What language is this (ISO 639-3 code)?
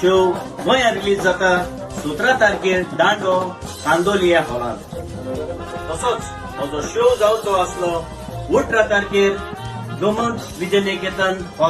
kok